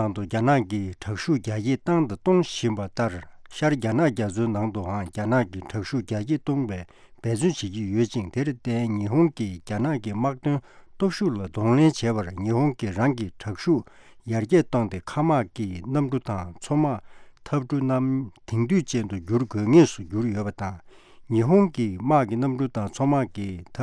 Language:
Tibetan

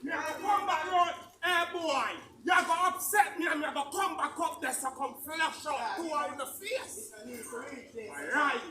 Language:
Jamaican Creole English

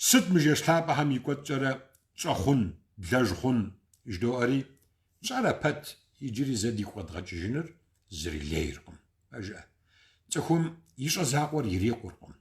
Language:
Kabardian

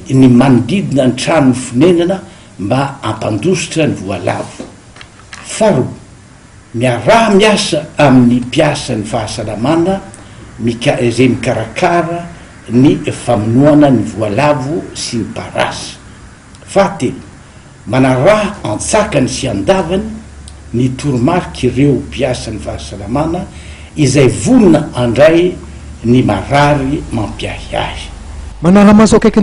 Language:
Malagasy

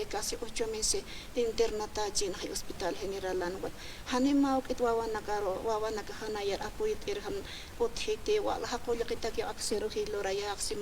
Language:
Aymara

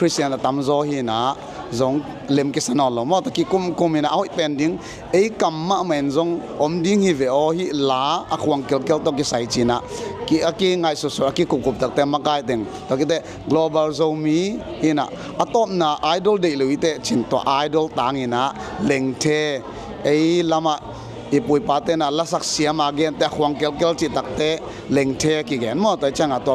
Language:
Tedim Chin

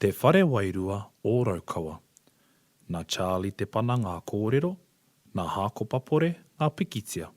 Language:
Māori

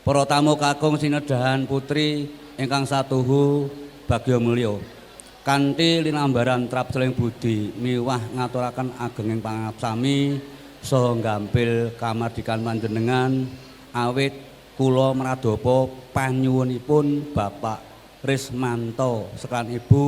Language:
Javanese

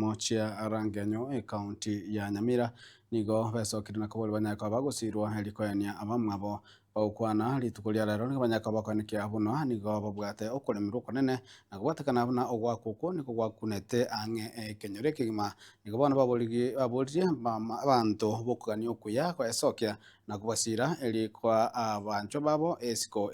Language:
Gusii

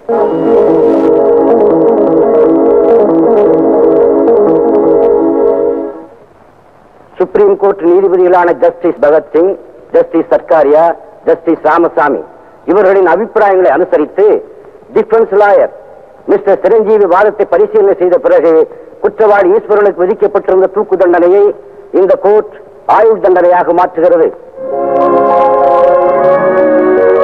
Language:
Tamil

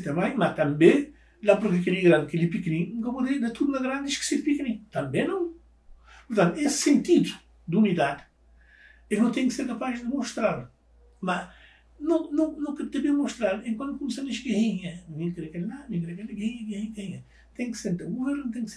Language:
Kabuverdianu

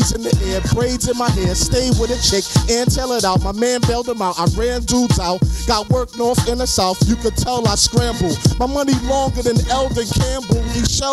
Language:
English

